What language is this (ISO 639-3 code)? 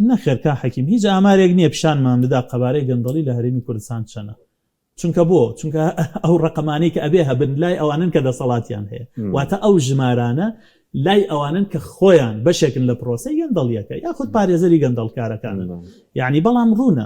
ckb